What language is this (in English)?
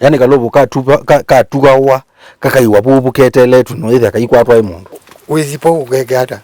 Kamba